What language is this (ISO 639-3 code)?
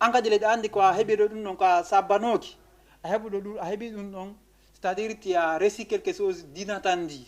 ful